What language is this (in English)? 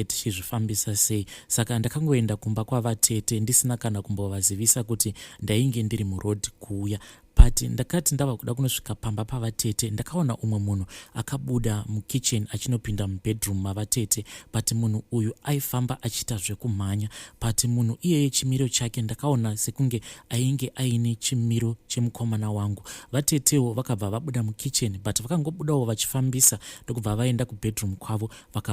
Shona